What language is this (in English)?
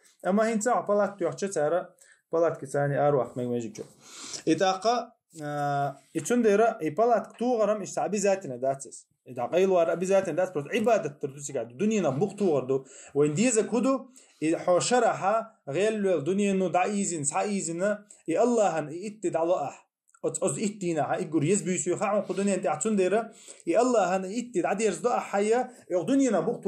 Chechen